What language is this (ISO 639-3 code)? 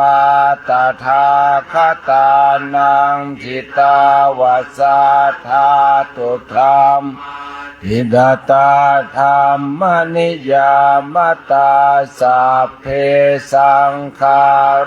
pli